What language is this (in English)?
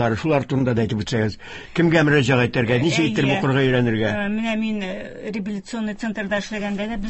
Tatar